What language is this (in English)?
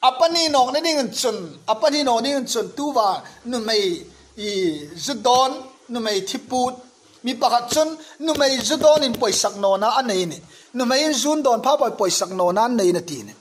Hmar